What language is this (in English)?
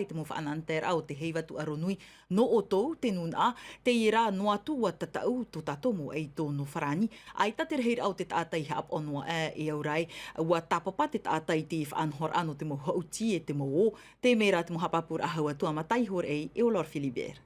Tahitian